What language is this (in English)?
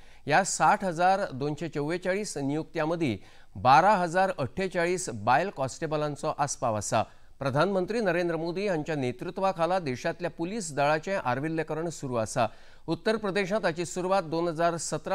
Konkani